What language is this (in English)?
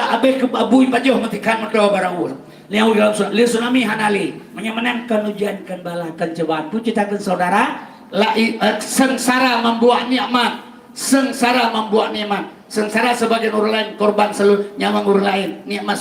Achinese